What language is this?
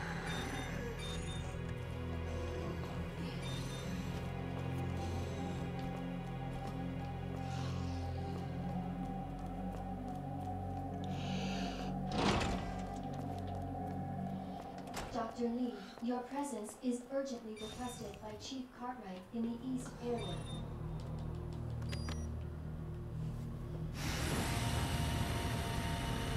English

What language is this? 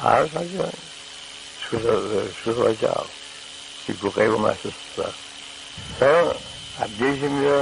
Kabardian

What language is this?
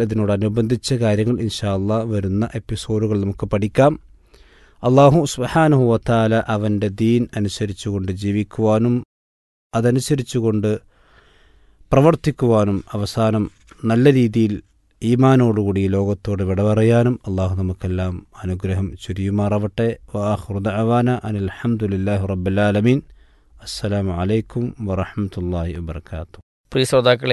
Malayalam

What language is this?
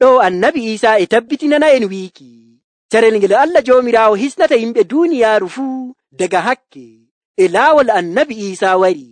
Nigerian Fulfulde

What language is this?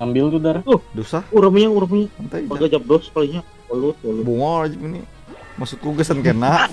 Banjar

